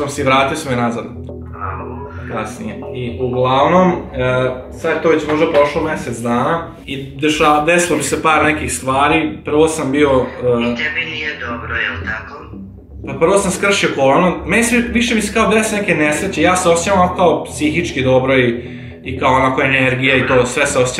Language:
Croatian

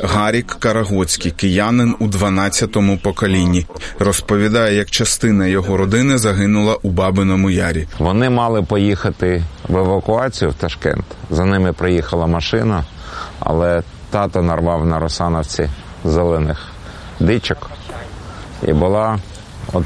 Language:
Ukrainian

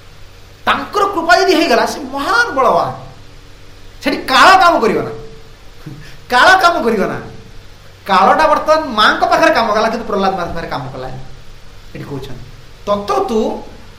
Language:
Odia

